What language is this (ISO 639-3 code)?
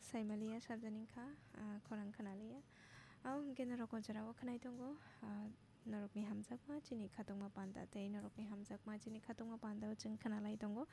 trp